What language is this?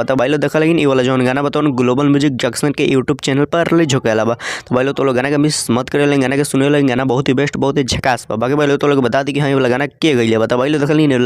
Bhojpuri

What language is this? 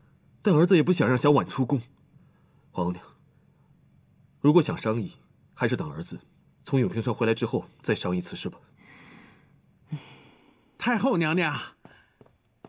Chinese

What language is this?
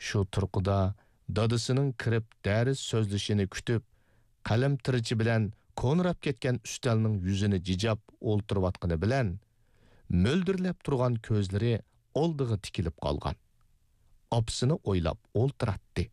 Uyghur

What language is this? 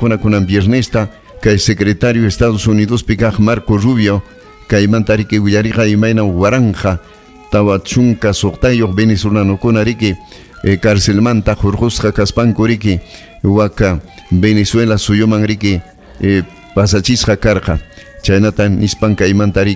Ayacucho Quechua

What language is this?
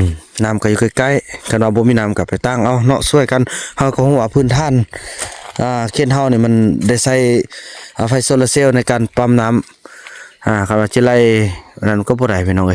Northeastern Thai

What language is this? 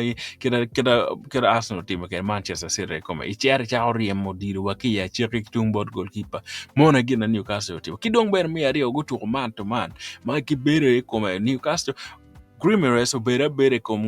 Acoli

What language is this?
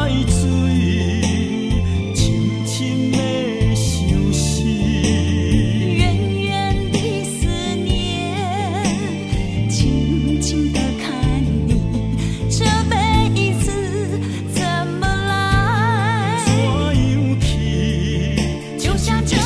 Chinese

